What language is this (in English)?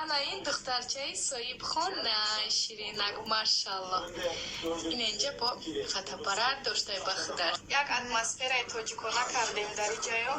Tajik